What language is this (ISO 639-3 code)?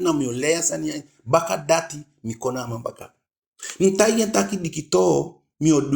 djk